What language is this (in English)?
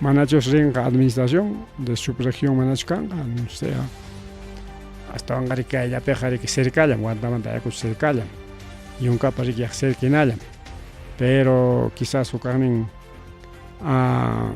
Ayacucho Quechua